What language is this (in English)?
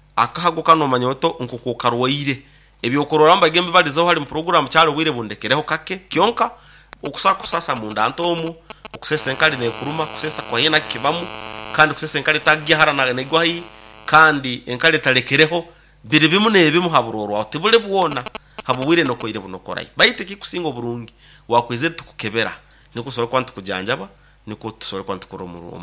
Nyoro